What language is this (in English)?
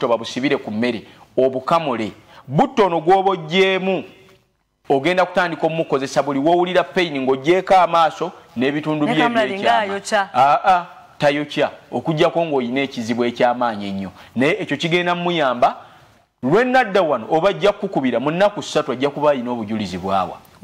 Ganda